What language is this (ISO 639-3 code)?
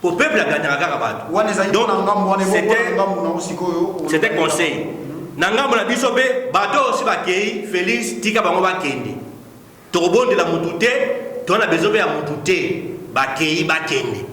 lin